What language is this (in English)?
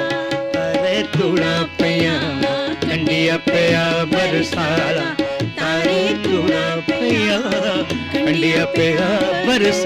Dogri